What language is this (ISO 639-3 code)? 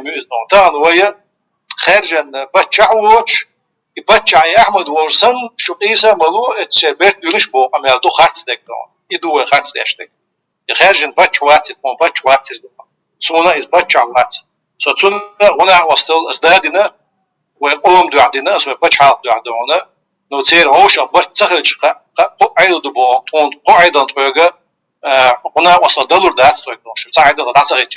che